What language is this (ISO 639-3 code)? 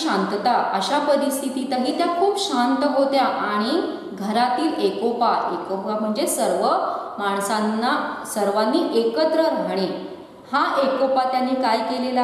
mar